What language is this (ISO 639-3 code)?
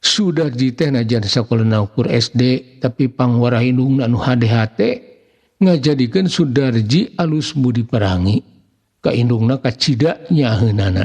sun